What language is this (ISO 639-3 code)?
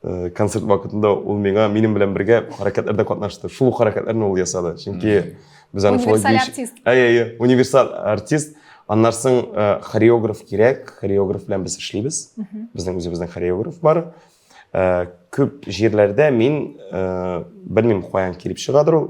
tat